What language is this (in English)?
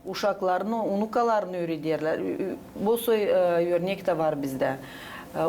Gagauz